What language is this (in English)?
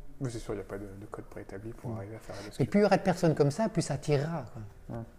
French